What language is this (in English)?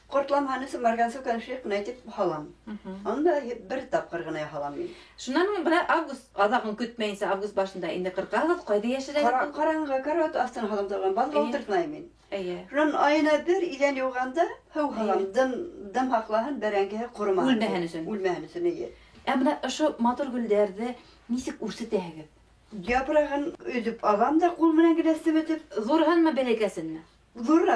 Bashkir